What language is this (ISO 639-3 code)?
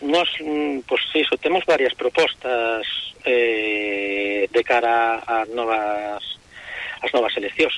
glg